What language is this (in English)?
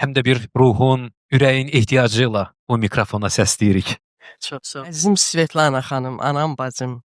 Azerbaijani